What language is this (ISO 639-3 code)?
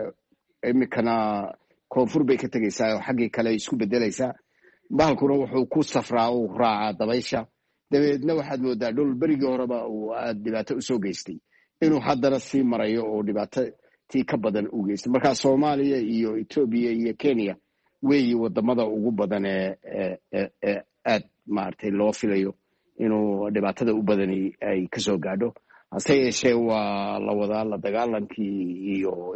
som